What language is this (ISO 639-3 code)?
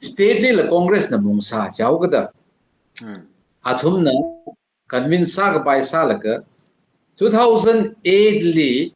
nmf